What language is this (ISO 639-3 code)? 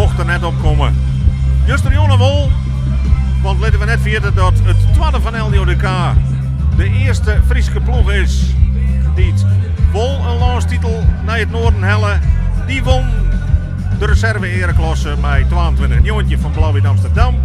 fry